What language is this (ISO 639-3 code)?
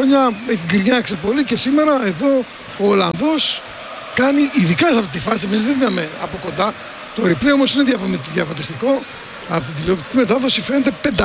ell